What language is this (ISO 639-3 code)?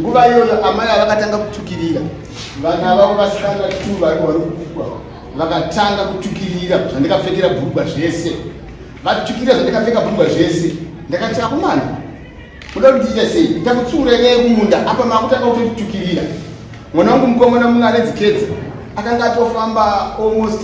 sna